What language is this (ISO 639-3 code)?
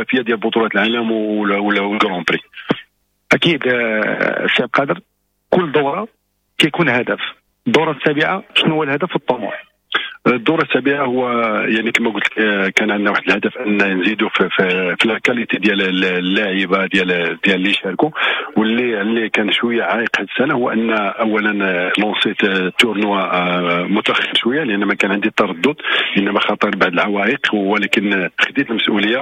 ary